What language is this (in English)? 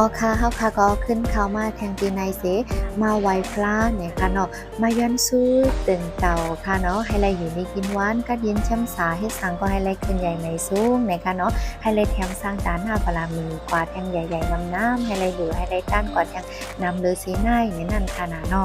Shan